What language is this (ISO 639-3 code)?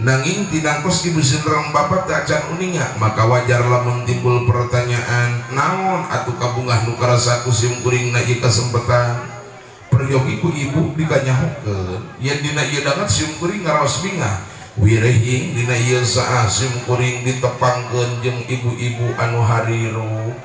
sun